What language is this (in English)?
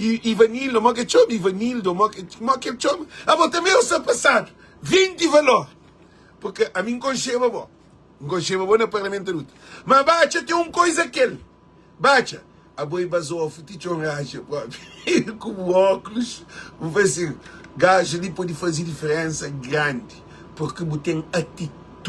Kabuverdianu